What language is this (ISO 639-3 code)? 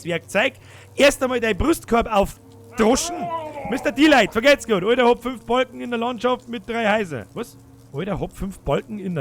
bar